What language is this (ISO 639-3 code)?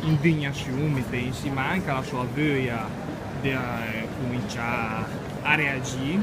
lmo